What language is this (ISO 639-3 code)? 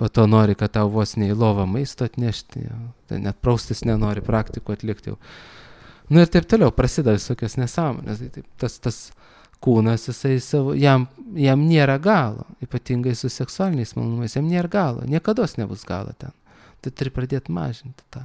lit